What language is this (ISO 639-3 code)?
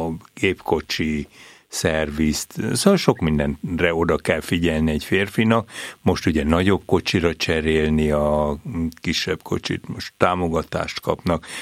hun